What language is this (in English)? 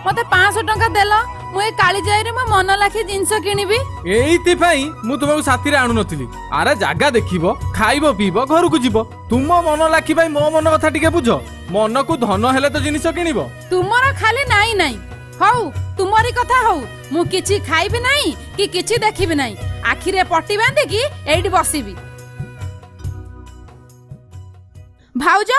Odia